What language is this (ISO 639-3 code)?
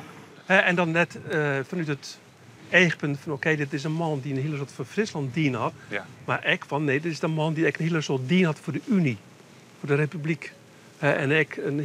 fry